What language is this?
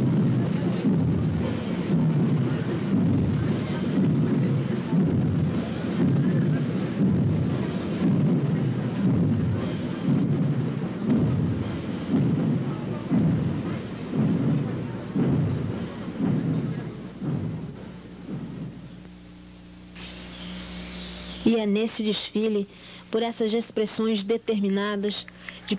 Portuguese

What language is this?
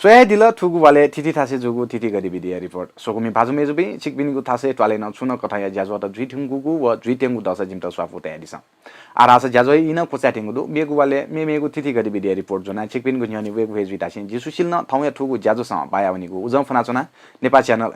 Newari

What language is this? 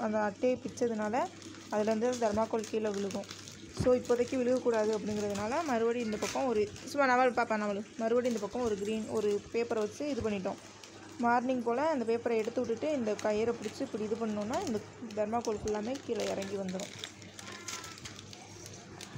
Tamil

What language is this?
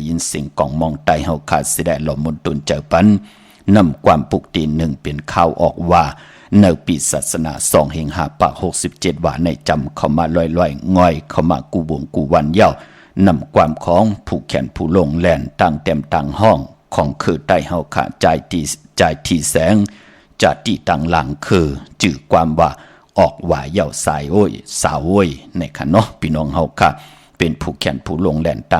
Shan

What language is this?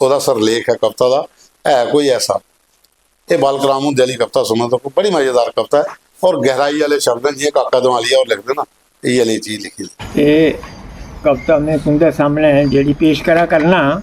Dogri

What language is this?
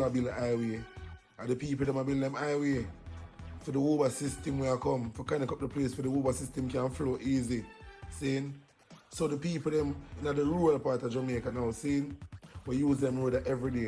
Jamaican Creole English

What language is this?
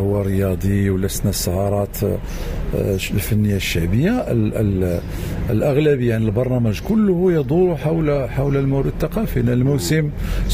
Moroccan Arabic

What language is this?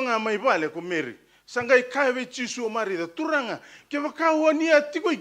Fijian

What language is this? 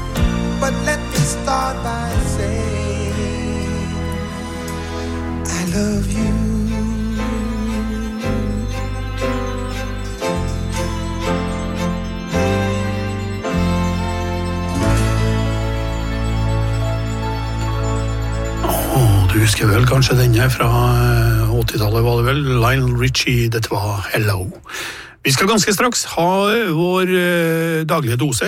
Norwegian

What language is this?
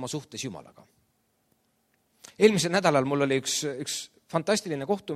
Estonian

